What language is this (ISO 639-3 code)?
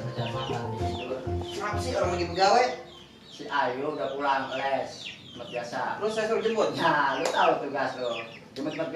bew